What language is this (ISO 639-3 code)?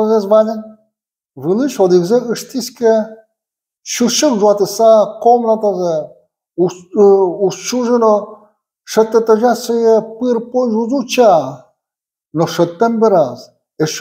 udm